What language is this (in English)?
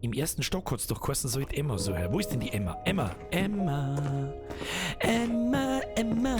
Bavarian